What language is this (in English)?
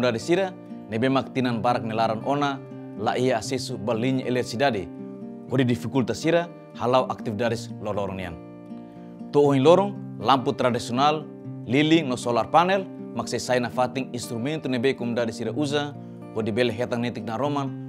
Tetum